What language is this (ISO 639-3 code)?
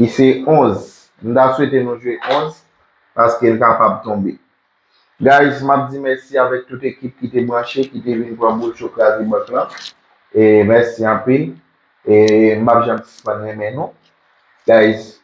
hat